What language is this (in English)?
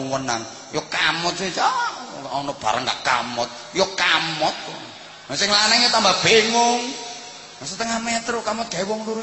Javanese